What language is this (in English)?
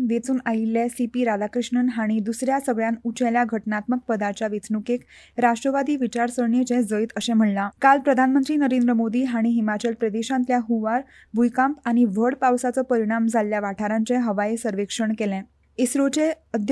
Konkani